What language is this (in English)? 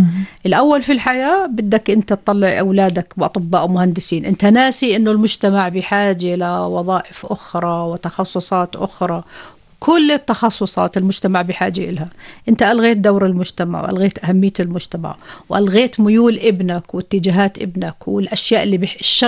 North Levantine Arabic